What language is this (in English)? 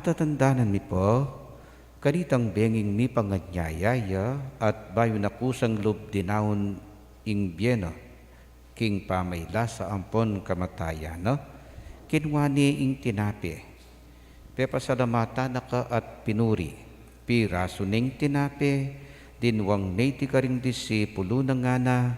Pampanga